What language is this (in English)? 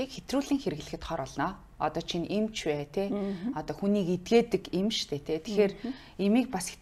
Mongolian